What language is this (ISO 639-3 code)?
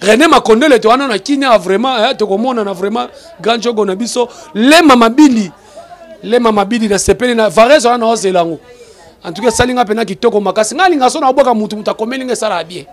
lin